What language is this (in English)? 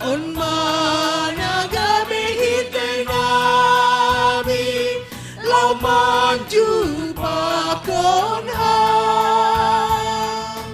Batak Simalungun